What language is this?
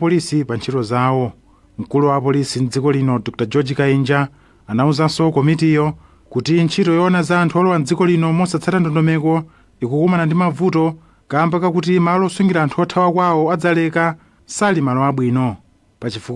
Nyanja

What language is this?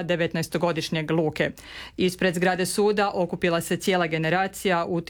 Croatian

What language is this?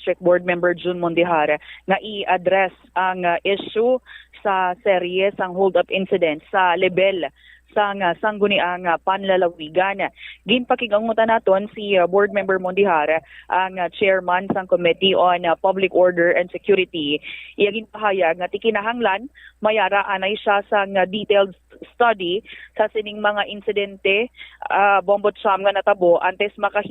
Hiligaynon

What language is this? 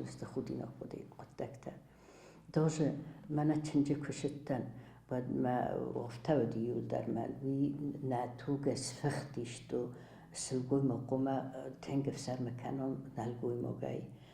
Ossetic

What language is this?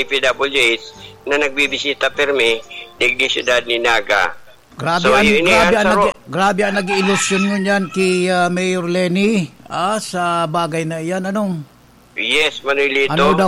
Bikol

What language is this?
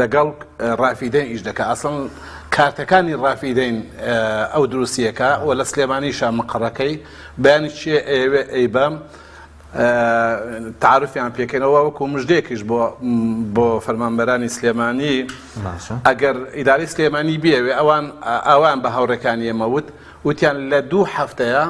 Central Kurdish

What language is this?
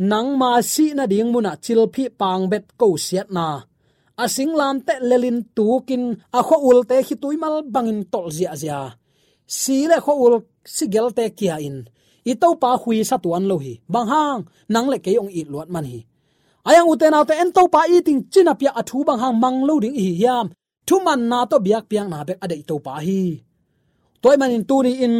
Tedim Chin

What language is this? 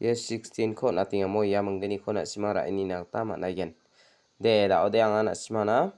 Garo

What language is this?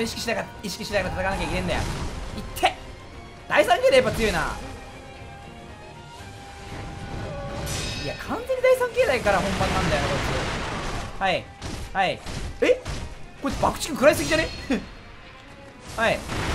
Japanese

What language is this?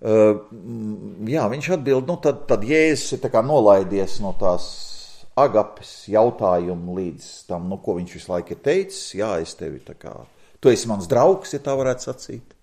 Latvian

